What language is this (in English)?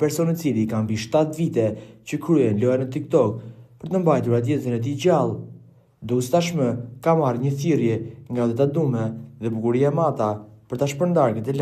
Albanian